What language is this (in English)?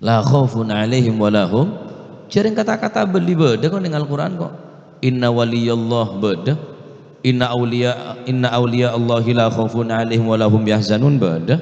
Madurese